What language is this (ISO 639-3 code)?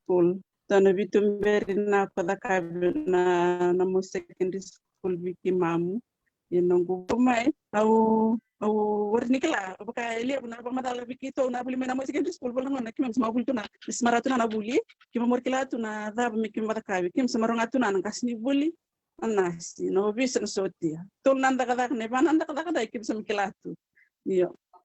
fij